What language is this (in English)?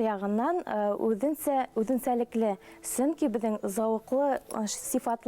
Bashkir